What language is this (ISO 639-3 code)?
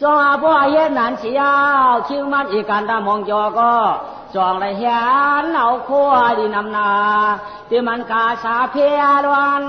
shn